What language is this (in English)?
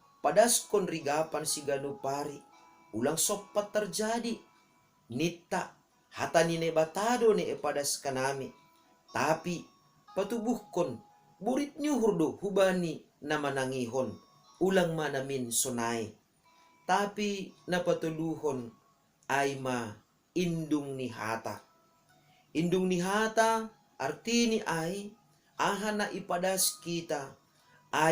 Batak Simalungun